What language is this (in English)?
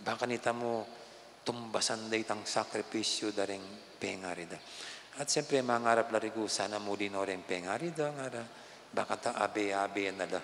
Pampanga